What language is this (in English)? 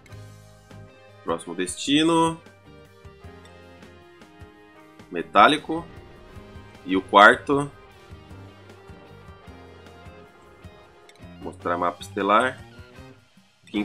Portuguese